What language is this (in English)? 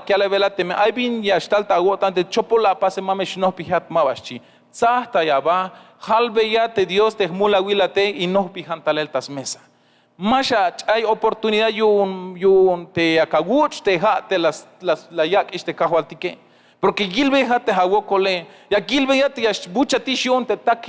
Tzeltal